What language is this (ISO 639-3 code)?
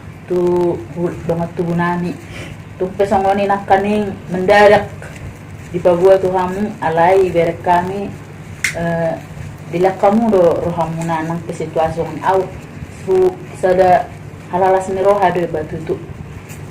bbc